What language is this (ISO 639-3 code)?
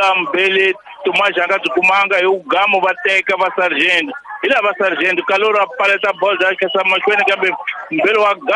tso